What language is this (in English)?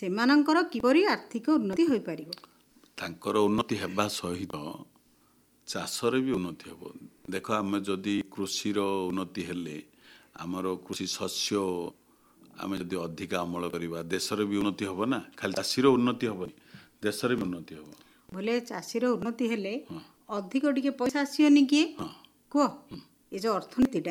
Odia